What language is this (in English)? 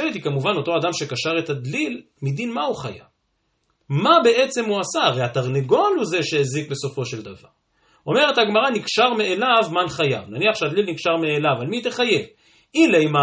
Hebrew